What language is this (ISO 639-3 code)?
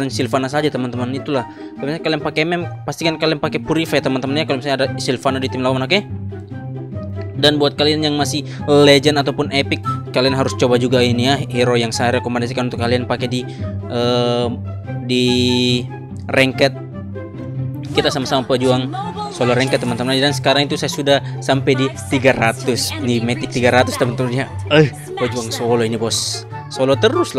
ind